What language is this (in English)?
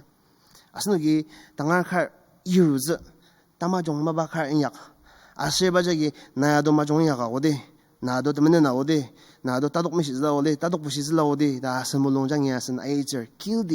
Ao Naga